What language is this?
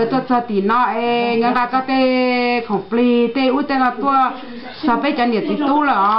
Hmong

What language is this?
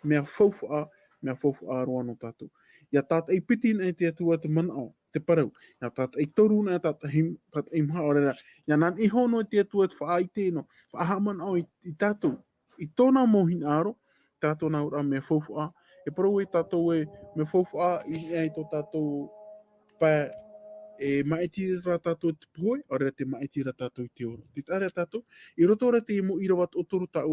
Tahitian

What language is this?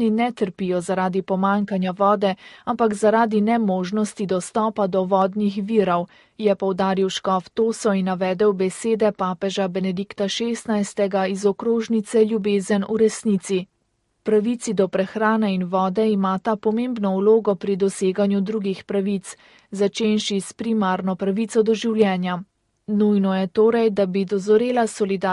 Slovenian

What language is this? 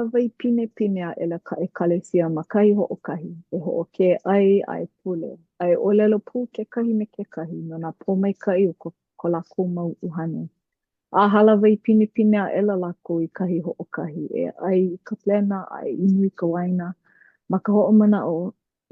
Hawaiian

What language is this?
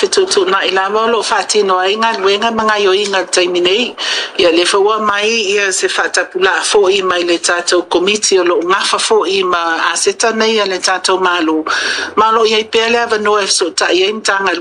Samoan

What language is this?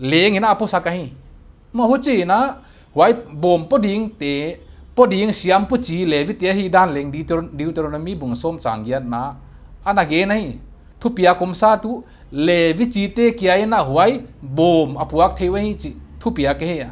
Paite Chin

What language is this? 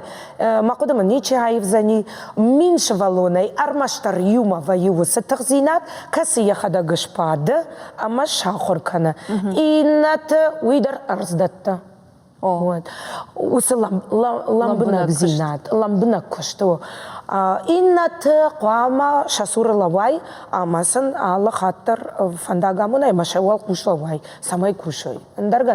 Ossetic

